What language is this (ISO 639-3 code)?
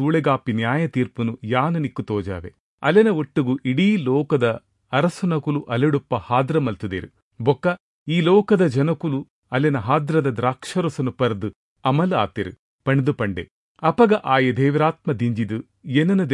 tcy